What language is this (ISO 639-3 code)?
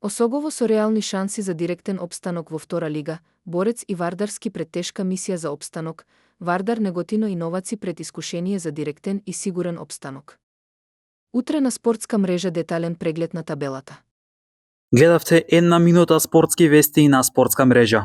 mkd